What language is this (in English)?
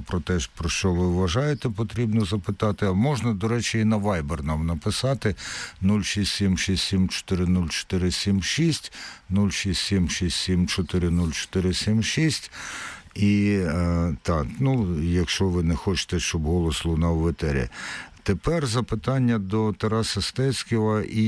Ukrainian